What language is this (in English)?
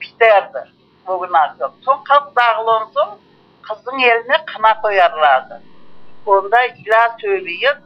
Crimean Tatar